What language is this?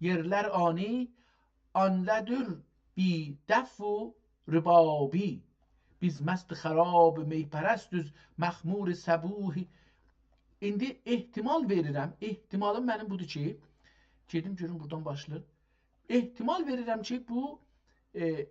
South Azerbaijani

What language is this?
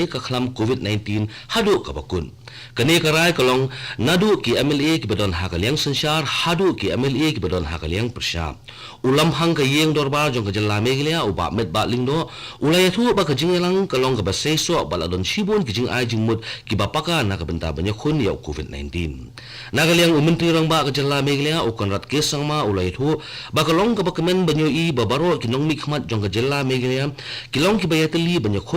Khasi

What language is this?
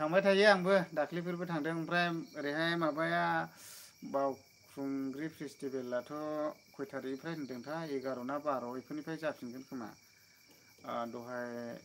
Bodo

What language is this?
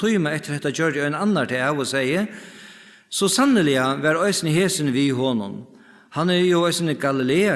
Faroese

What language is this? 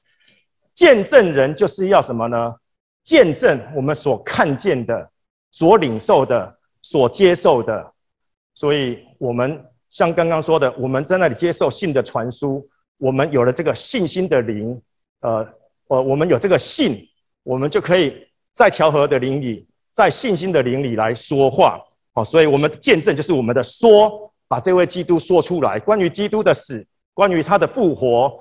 Chinese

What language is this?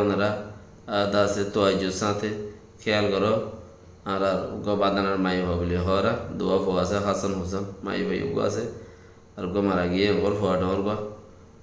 Rohingya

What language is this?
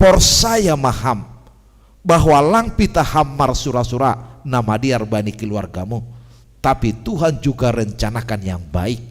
Batak Simalungun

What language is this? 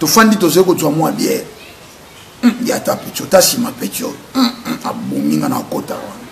Lingala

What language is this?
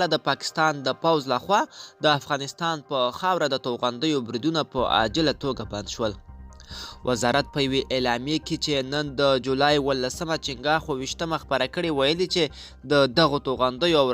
Pashto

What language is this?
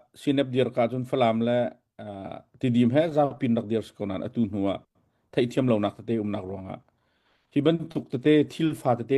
Hakha Chin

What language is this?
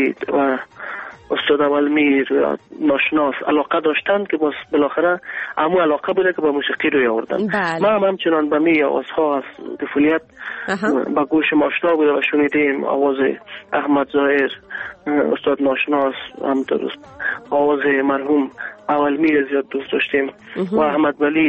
Persian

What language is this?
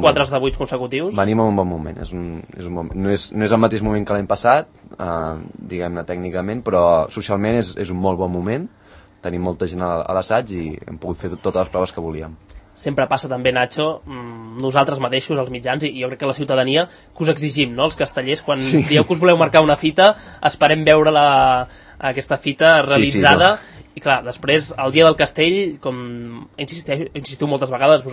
Catalan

